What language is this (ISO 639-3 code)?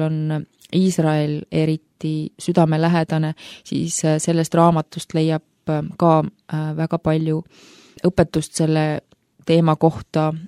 est